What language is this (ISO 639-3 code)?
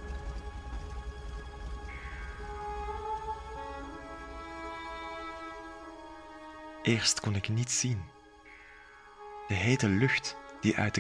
nld